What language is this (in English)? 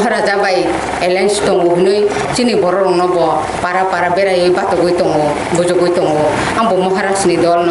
Kok Borok